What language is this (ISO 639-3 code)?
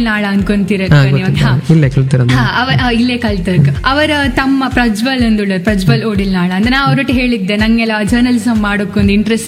kan